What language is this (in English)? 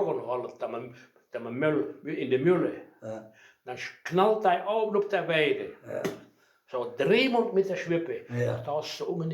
Westphalien